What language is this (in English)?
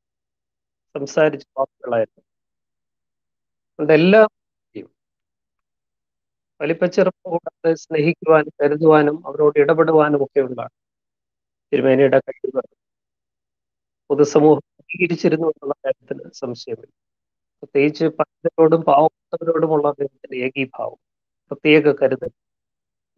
Malayalam